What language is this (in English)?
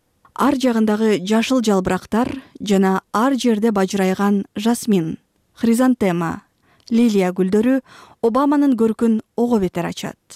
Kyrgyz